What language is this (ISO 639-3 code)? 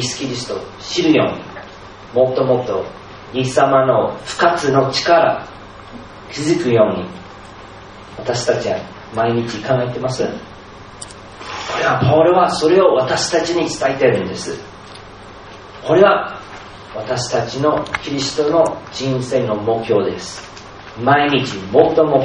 jpn